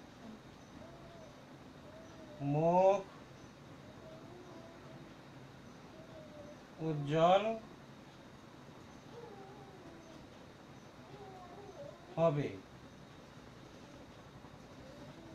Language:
Bangla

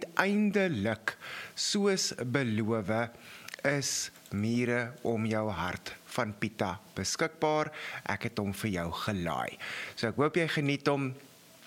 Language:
Afrikaans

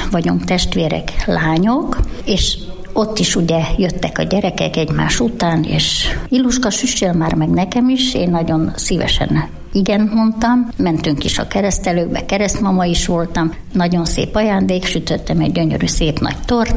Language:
Hungarian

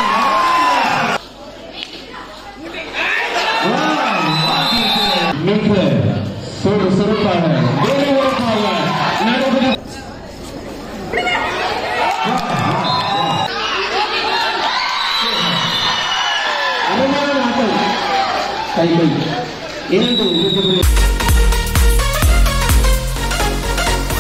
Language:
Tamil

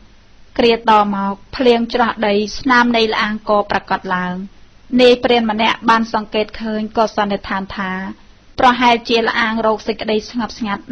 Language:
Khmer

